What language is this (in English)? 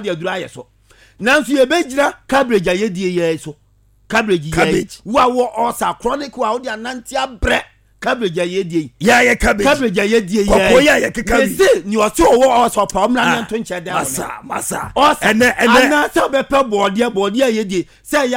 Akan